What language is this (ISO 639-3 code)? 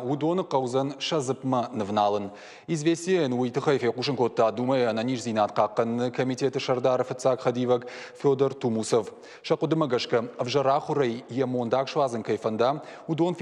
oss